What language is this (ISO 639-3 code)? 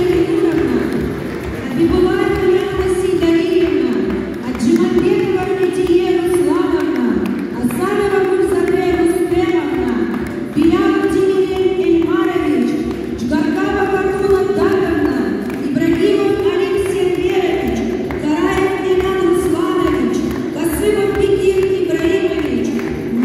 crh